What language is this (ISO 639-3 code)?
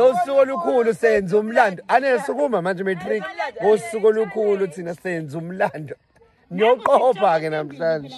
zul